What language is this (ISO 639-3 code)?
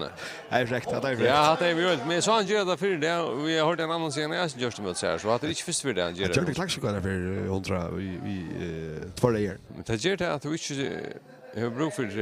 fao